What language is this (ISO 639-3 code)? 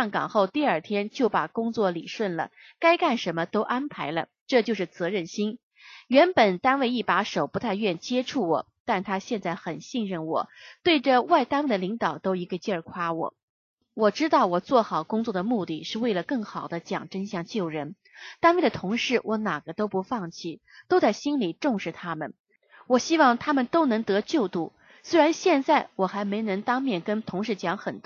zho